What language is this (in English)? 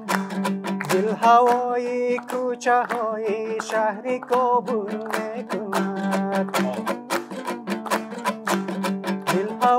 Persian